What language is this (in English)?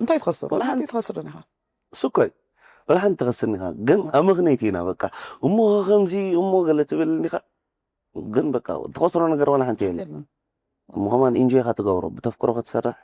Tigrinya